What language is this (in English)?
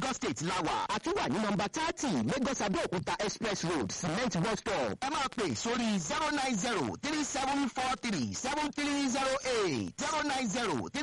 Yoruba